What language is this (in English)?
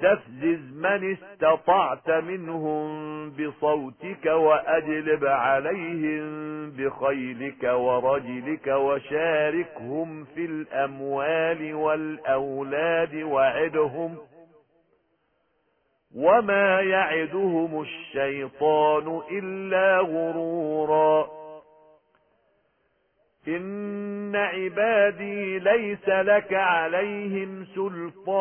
Arabic